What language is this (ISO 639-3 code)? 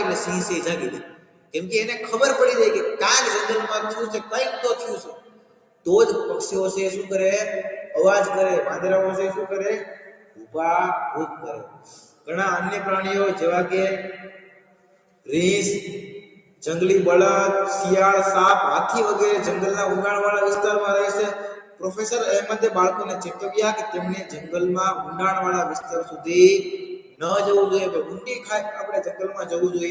guj